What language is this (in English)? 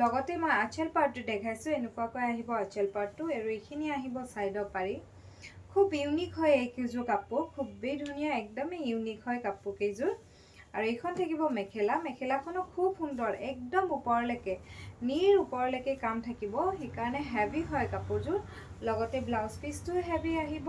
Assamese